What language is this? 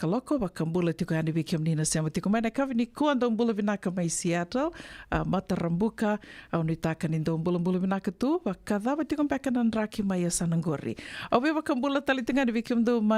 Fijian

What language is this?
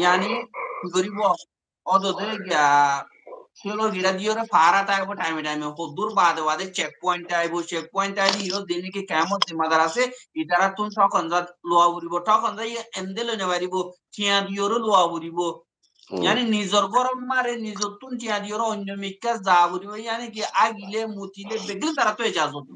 Rohingya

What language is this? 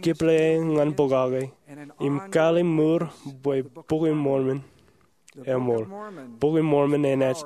Marshallese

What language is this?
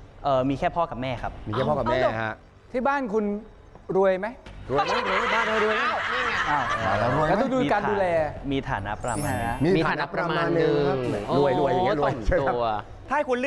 Thai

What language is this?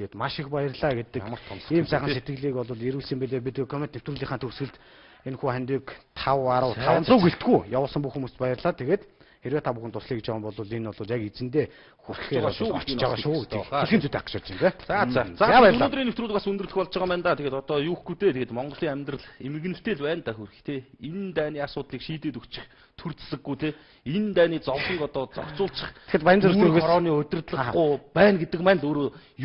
Mongolian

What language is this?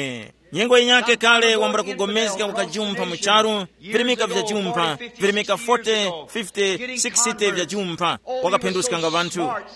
Tumbuka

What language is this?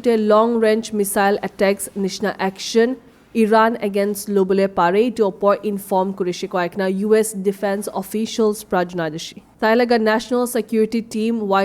Naga Pidgin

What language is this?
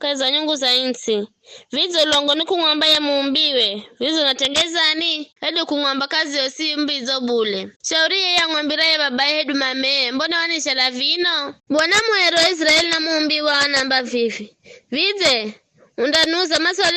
Giryama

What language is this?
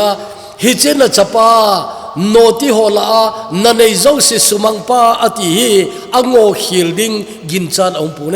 Thado Chin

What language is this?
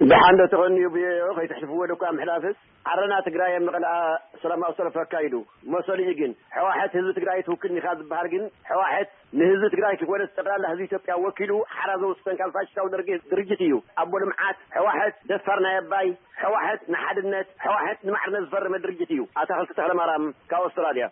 Tigrinya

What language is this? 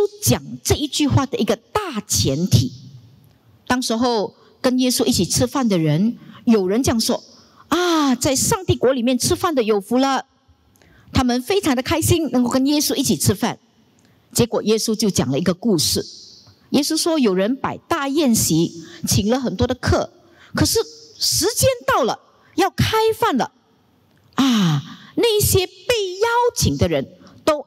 Chinese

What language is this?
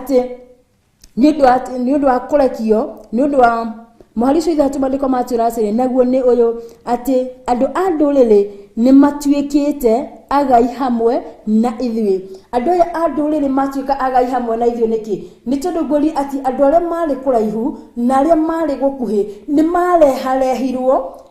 Kikuyu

